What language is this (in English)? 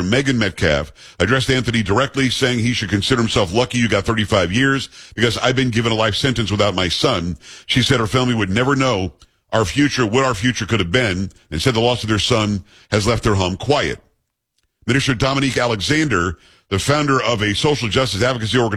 English